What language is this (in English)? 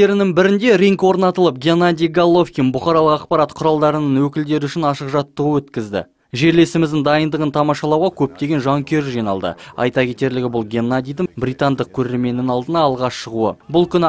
Kazakh